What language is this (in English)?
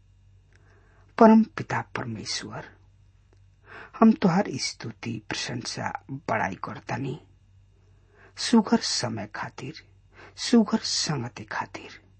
Bhojpuri